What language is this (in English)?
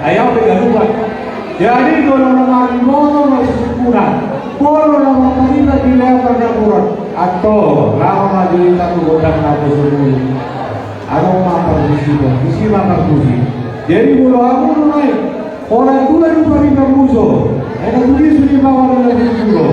Batak Toba